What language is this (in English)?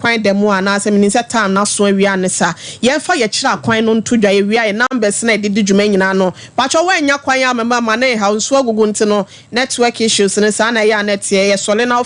Akan